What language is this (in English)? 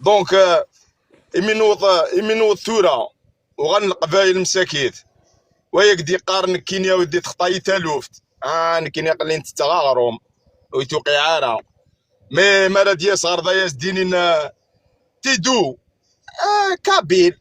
Kabyle